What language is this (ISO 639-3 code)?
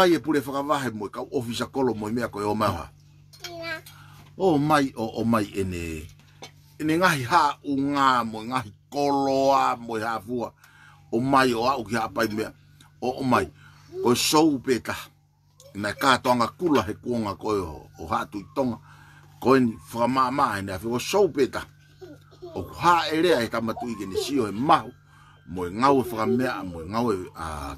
ton